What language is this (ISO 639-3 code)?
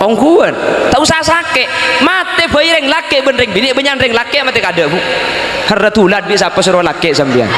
mad